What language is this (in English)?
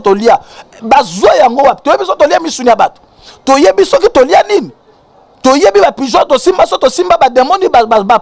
Lingala